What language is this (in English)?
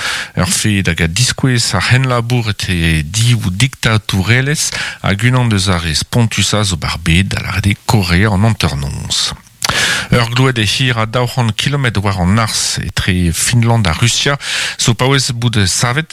Breton